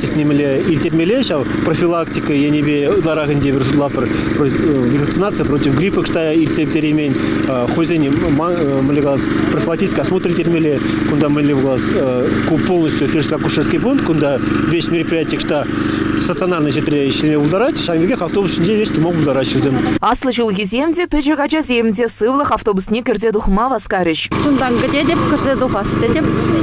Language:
Chuvash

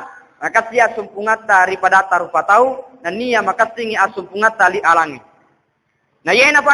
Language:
Buginese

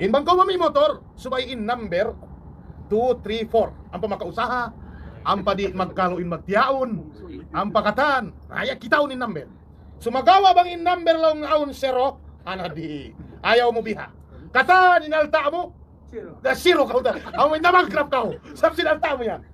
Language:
Tausug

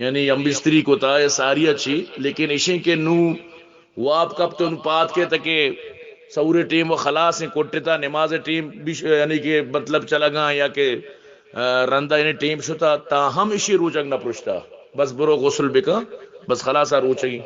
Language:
Eastern Balochi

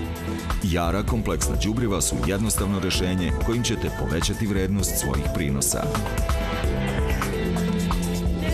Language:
Serbian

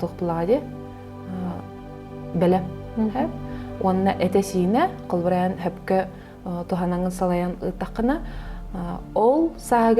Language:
Yakut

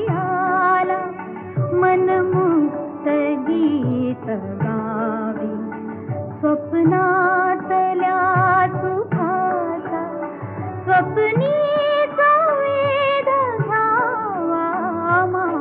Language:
Marathi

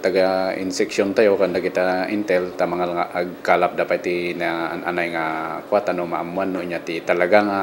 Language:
Iloko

